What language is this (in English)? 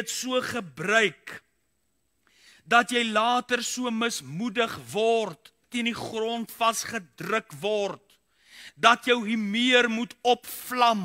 Afrikaans